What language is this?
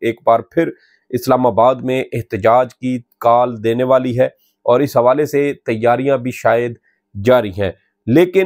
Urdu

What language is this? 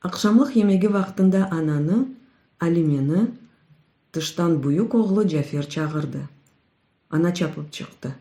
Crimean Tatar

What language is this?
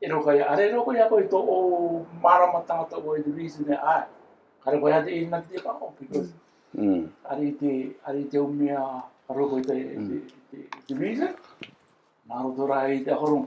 Rarotongan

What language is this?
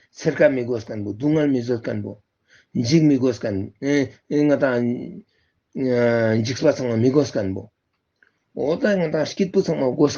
Ladakhi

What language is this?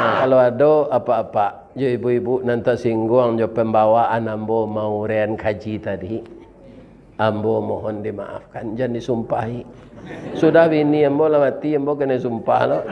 Minangkabau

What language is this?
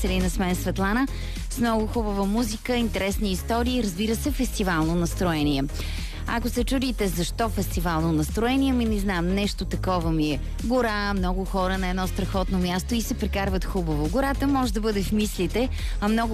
Bulgarian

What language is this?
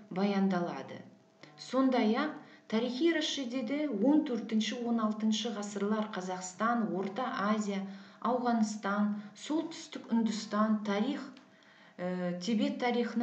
Kazakh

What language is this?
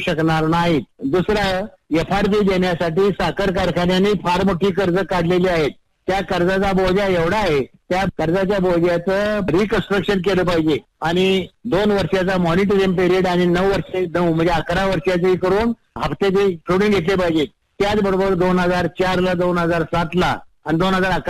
Marathi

